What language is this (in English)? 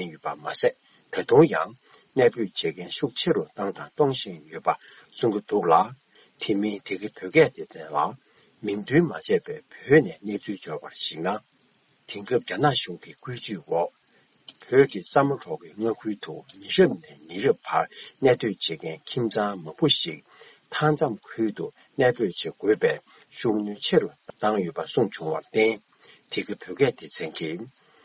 Tibetan